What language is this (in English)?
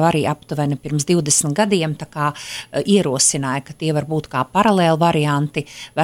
Latvian